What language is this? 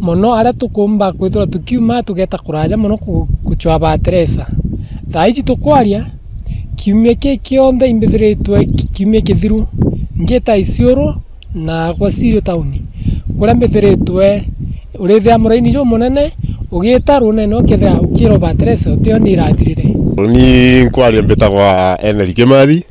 Meru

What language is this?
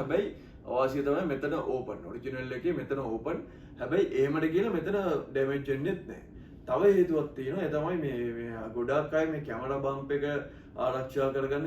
Sinhala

